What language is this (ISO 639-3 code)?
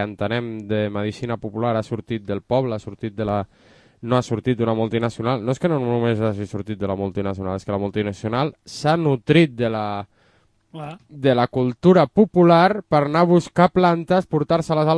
cat